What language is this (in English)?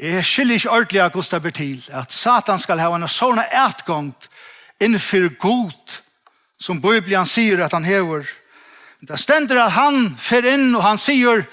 Faroese